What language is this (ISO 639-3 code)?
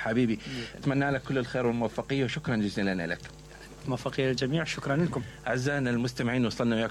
acm